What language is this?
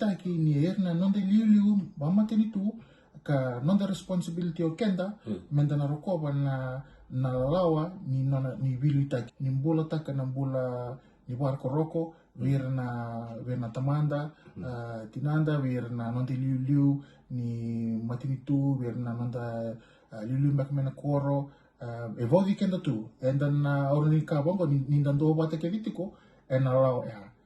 Fijian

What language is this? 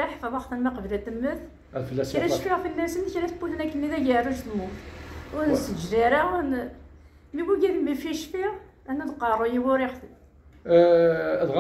Kabyle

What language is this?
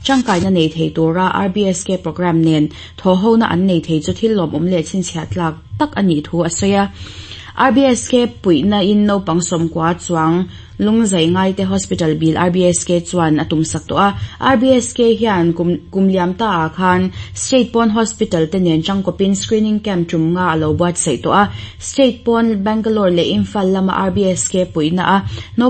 Mizo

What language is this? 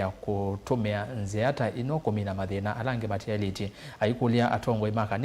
Kamba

